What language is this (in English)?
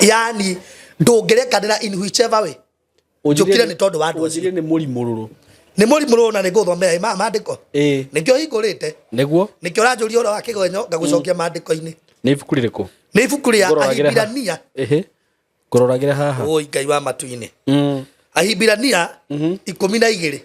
Kikuyu